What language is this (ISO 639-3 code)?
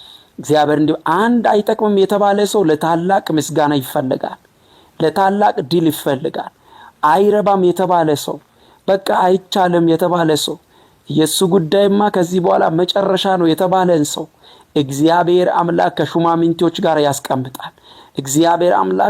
amh